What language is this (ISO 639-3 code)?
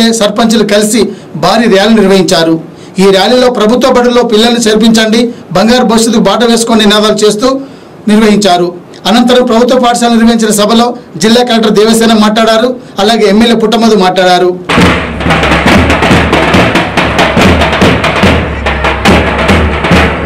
tel